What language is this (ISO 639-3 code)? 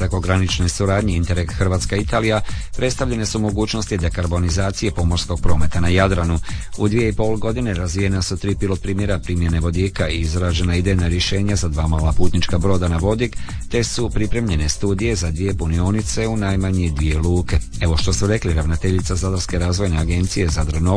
hrv